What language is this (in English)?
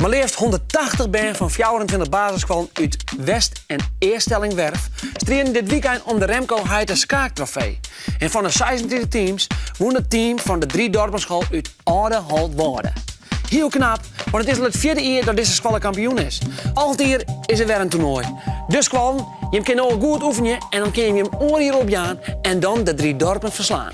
Western Frisian